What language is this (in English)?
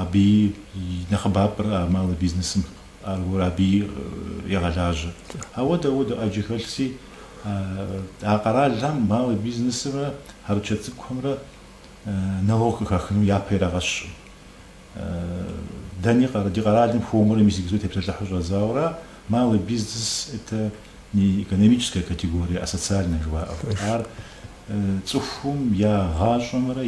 Kabardian